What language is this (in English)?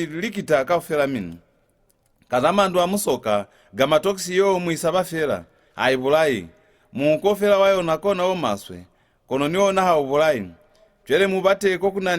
Lozi